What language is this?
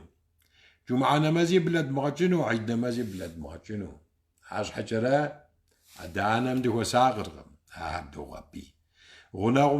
Kabardian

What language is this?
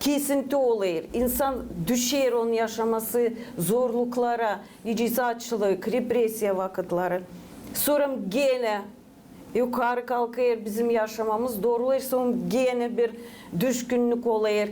Gagauz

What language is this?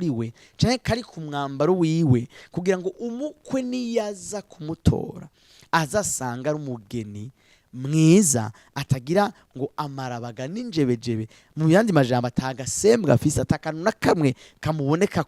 Rundi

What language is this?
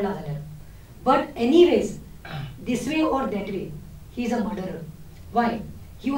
Konkani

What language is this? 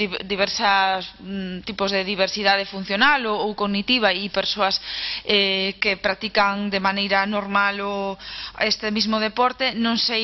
Galician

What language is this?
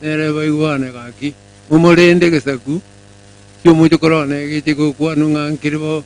Gusii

